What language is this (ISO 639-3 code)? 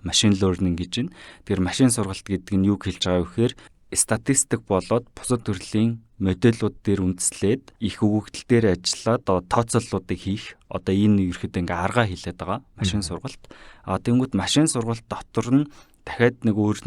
mon